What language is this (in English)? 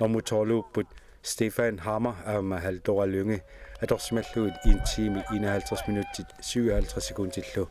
Kalaallisut